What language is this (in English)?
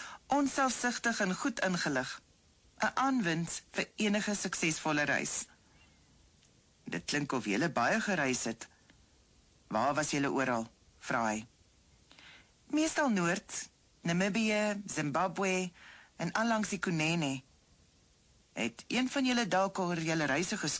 Afrikaans